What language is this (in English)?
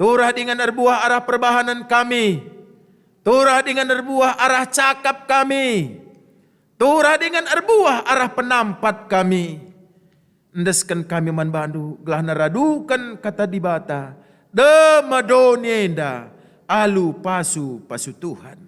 Batak Karo